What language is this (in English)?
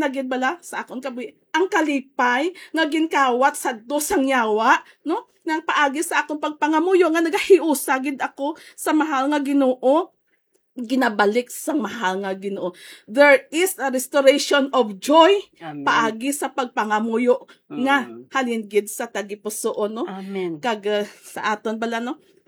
Hiligaynon